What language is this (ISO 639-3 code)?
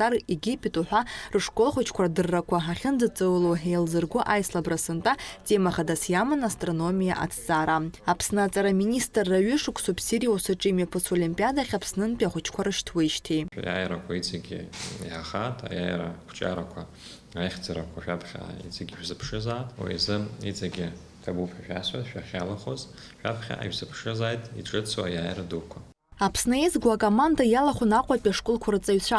abk